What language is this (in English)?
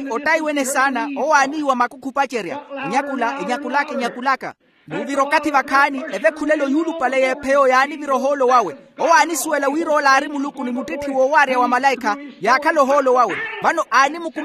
Makhuwa